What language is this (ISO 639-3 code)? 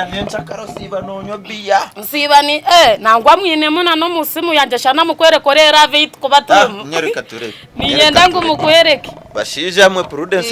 nyn